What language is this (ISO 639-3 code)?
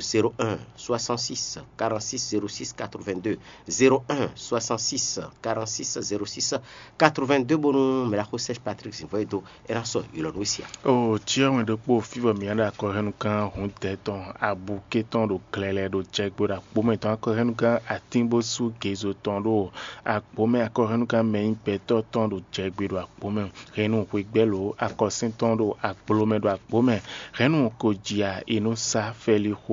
fon